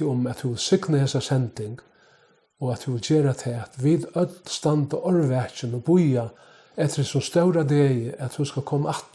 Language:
Faroese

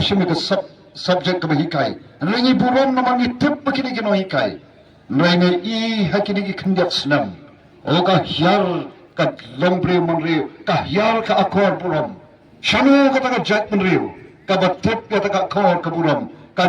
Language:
Khasi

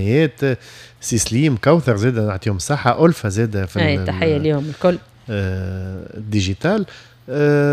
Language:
Tunisian Arabic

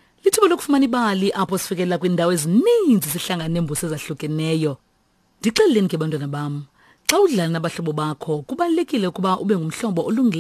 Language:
Xhosa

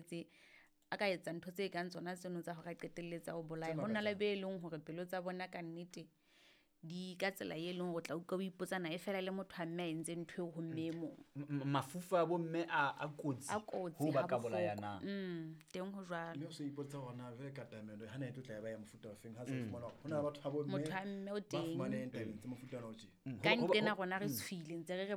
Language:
Southern Sotho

